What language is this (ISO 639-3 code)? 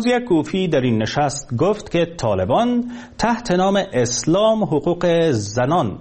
fas